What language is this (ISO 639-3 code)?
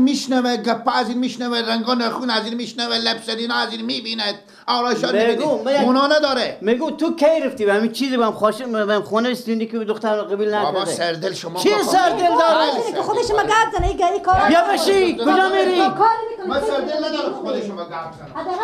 fas